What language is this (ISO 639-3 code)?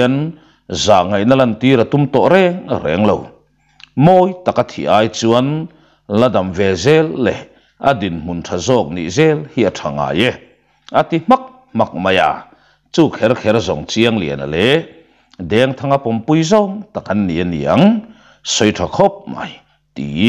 lus